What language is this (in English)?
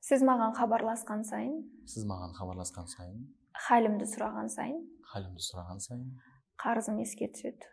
Kazakh